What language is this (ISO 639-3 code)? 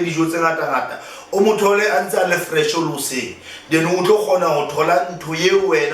sot